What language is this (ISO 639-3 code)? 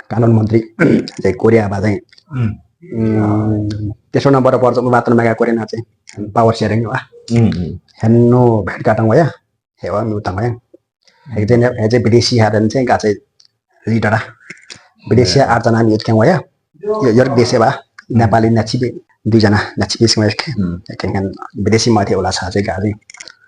lif